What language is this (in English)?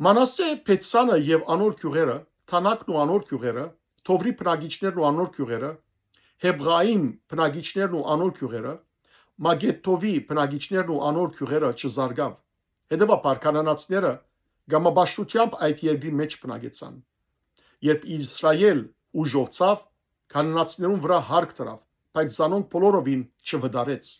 Western Armenian